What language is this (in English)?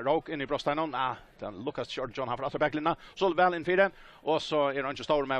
Faroese